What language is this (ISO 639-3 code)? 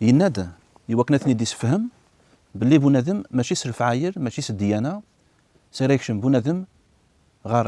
kab